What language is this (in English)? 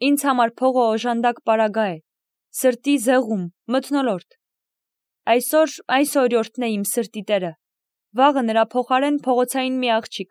Armenian